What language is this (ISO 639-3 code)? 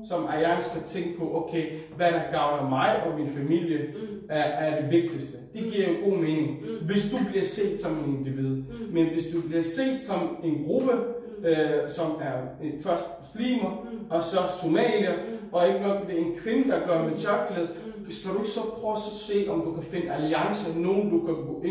dan